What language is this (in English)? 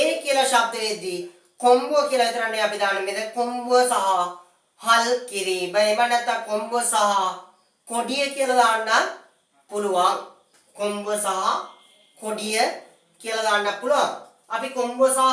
Sinhala